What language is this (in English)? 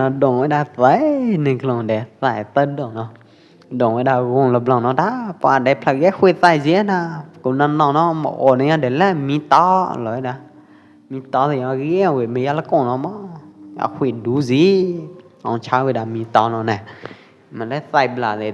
Pwo Eastern Karen